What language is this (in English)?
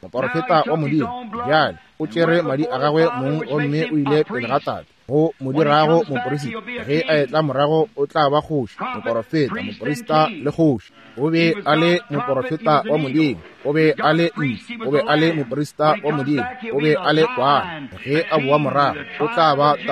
Northern Sotho